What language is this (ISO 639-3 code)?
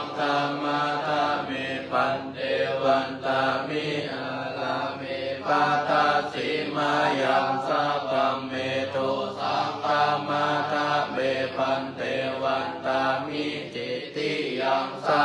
pli